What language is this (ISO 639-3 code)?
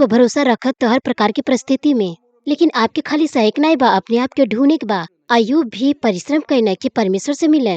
bho